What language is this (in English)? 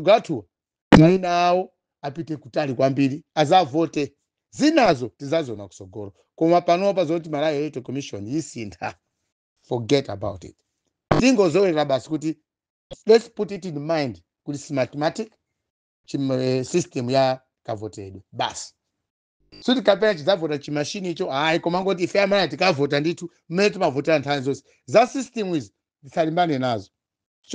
Nyanja